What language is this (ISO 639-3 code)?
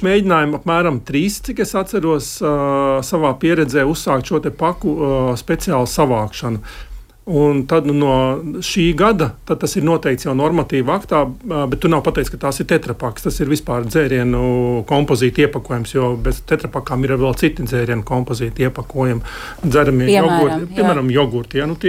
lav